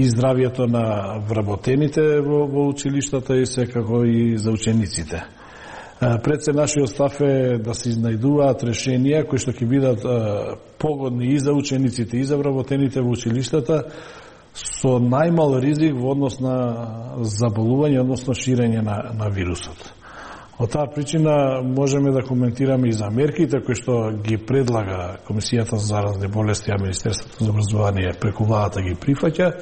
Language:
Macedonian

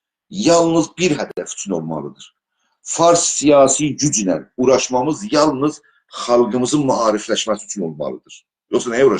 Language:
South Azerbaijani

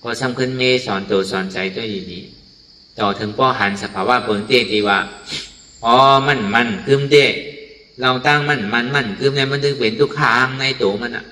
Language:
Shan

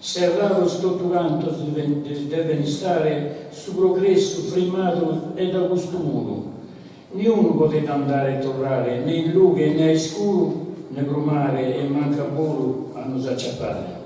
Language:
Sardinian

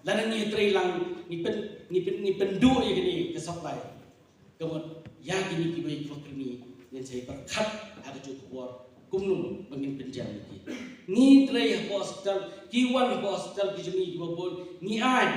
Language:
Khasi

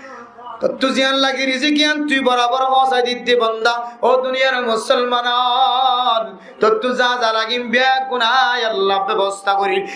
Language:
Rohingya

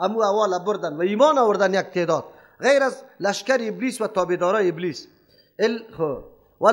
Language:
Persian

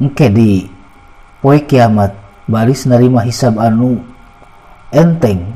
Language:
Sundanese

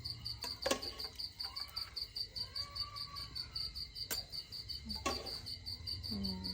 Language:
Lao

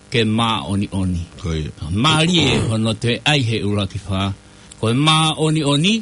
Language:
Tongan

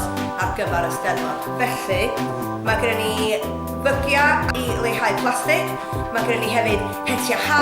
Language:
Welsh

